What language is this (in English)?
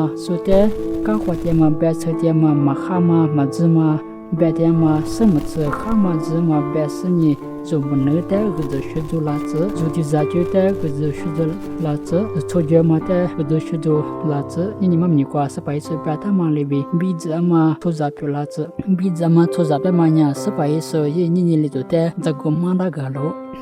Lisu